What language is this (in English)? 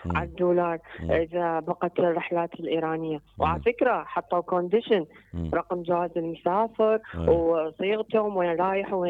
Mesopotamian Arabic